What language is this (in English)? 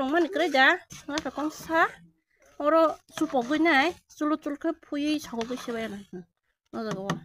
Kok Borok